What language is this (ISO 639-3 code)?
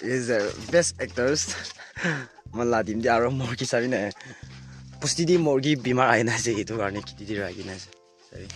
nag